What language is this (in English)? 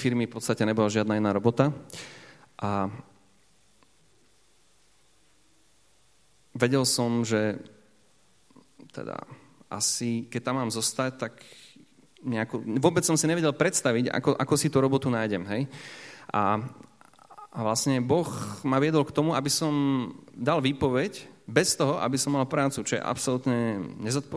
Slovak